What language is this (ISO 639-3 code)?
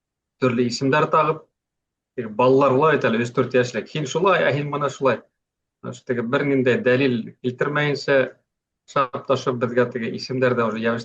bak